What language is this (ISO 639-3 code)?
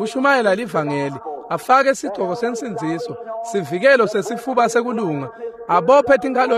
ssw